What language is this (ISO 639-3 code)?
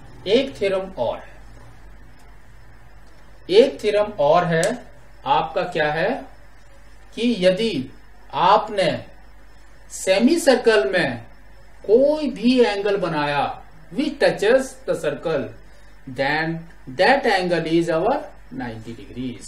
hin